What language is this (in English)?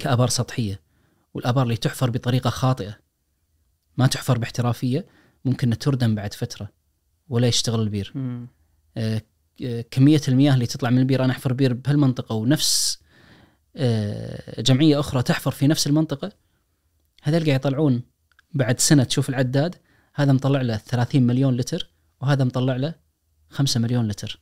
Najdi Arabic